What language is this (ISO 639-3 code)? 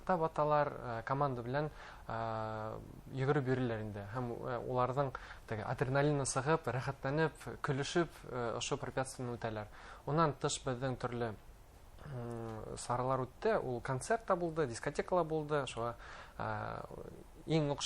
bak